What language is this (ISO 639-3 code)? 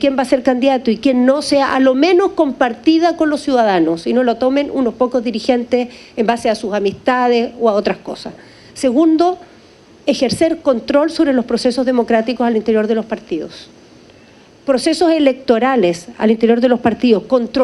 spa